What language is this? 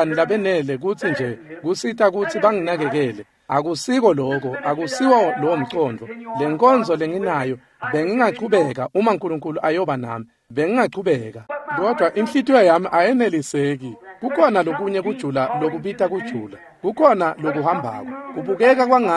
Swati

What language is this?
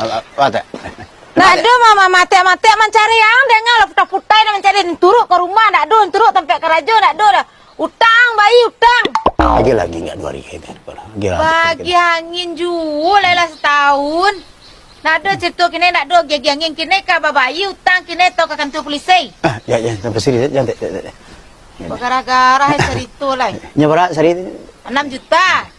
Minangkabau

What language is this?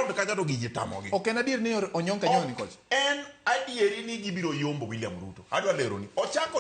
Luo (Kenya and Tanzania)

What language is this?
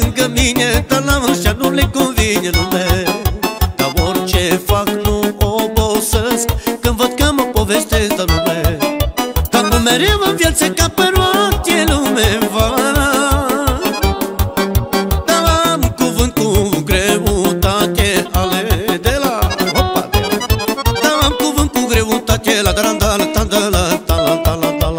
Romanian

